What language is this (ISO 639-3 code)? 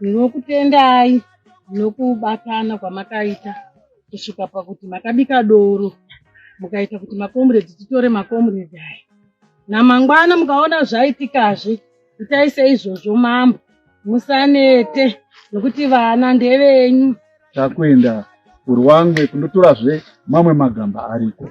sna